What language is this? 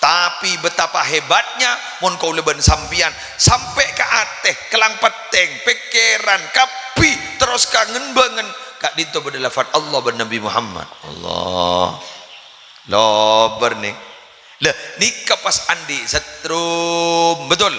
Madurese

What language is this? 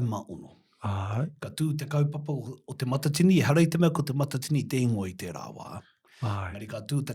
Māori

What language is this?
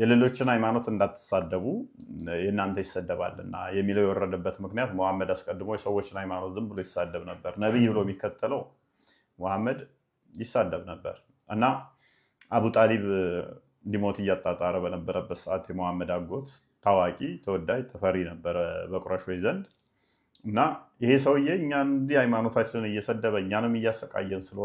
Amharic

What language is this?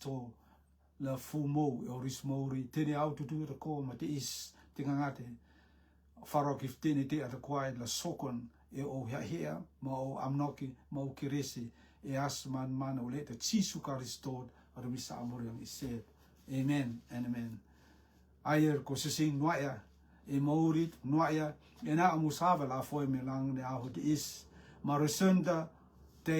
Rotuman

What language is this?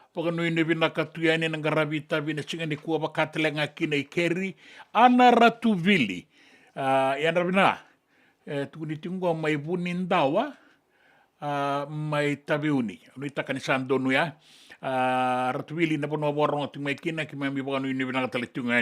Fijian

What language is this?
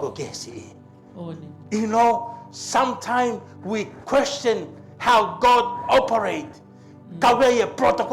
Tongan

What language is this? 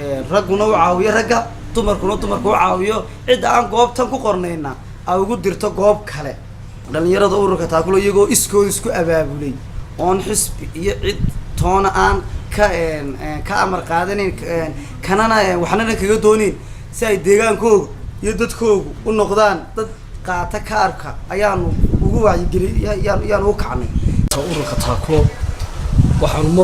Somali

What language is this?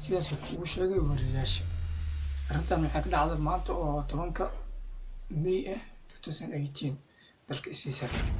Somali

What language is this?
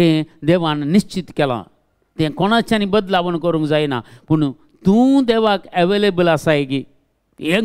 Konkani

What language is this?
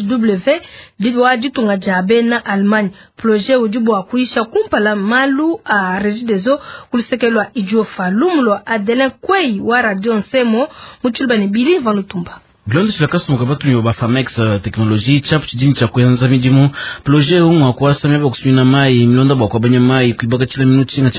Luba-Lulua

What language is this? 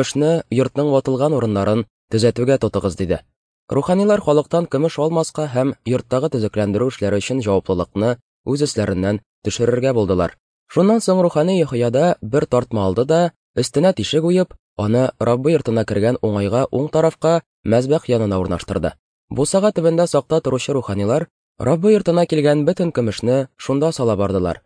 Tatar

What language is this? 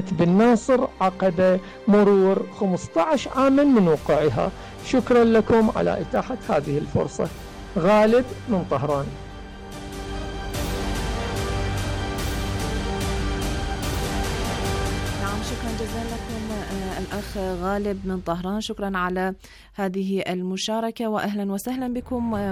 Arabic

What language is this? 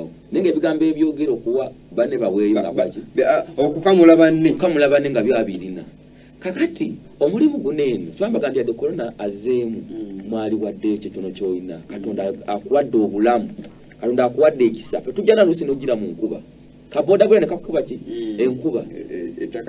Ganda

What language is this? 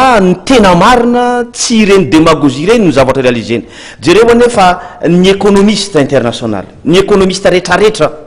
Malagasy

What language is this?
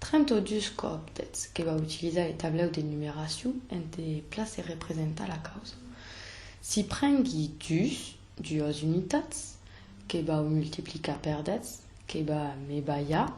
Occitan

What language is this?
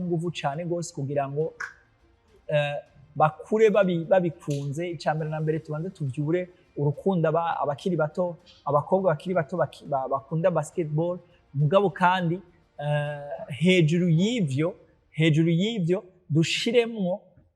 Rundi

